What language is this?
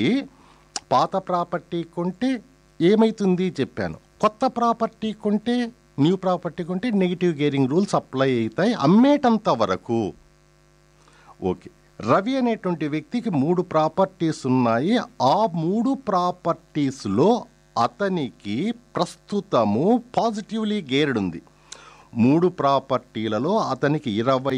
Telugu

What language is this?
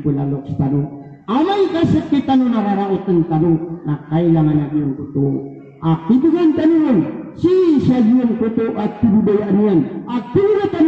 Maranao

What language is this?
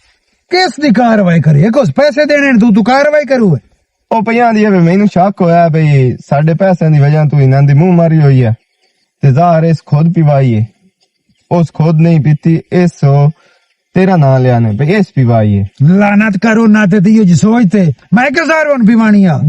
Western Panjabi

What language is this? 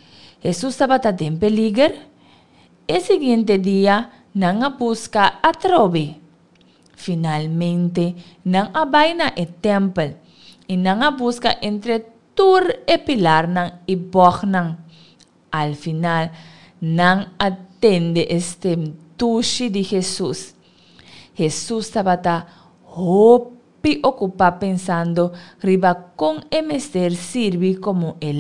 Papiamento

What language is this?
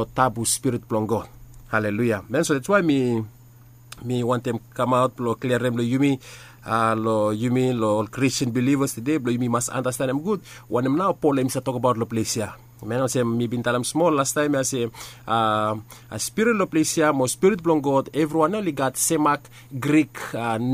Bislama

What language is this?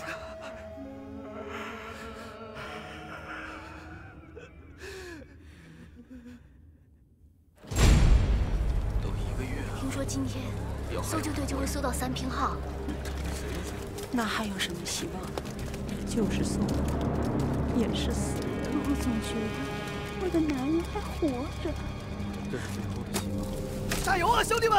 Chinese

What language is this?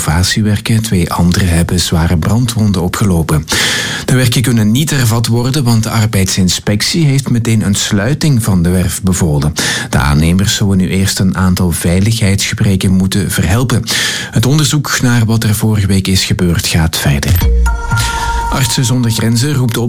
Dutch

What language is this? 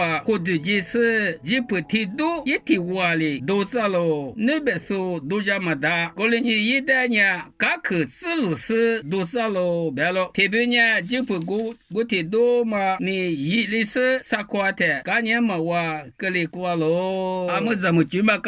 Lisu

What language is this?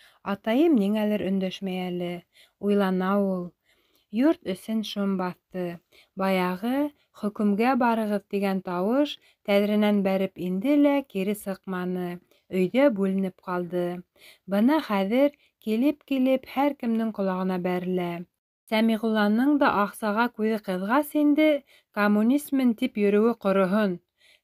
Bashkir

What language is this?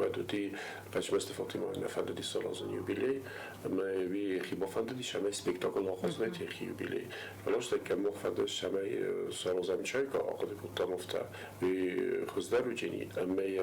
Ossetic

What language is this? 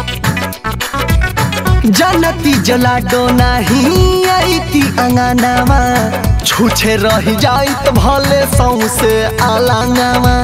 Bhojpuri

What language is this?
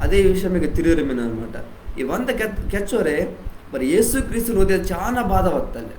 Koya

